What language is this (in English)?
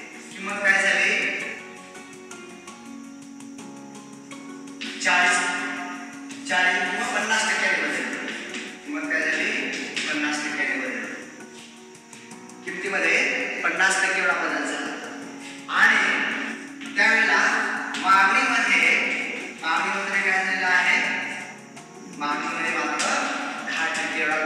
Marathi